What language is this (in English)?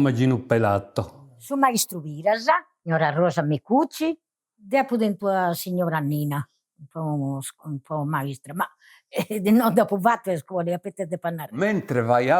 Sardinian